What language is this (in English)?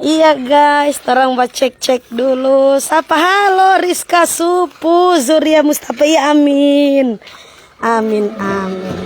Manado Malay